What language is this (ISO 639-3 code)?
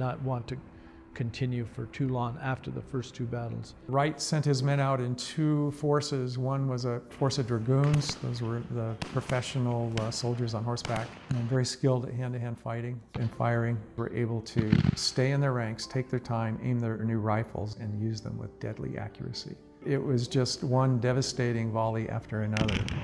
eng